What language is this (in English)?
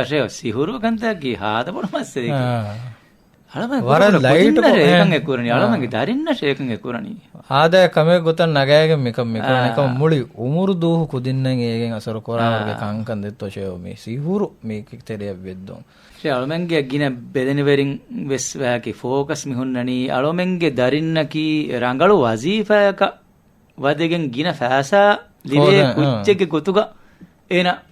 Divehi